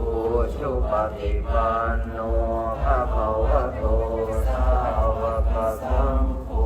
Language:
Pali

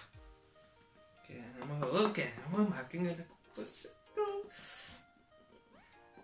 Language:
Malayalam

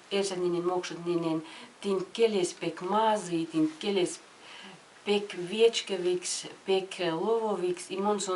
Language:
Erzya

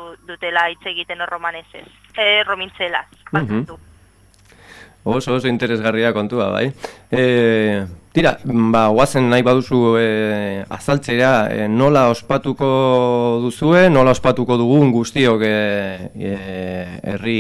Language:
Basque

